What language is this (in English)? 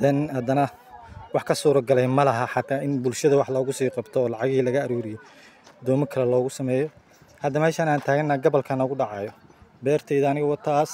Somali